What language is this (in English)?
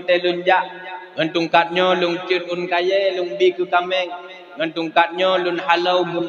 Achinese